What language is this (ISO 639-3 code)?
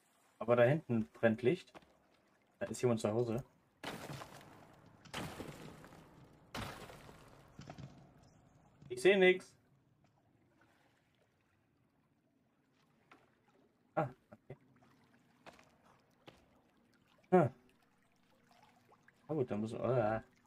deu